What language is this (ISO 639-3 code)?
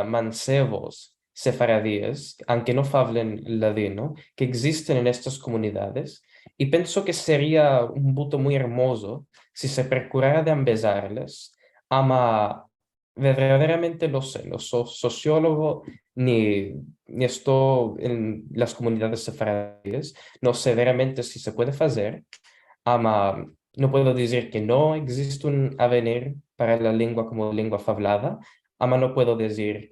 lad